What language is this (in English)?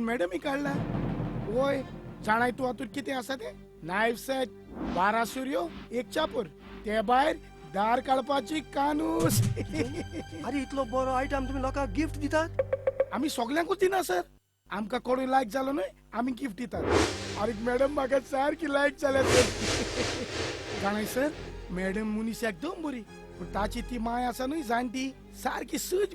Konkani